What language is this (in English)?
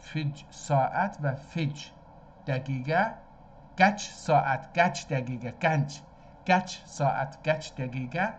South Azerbaijani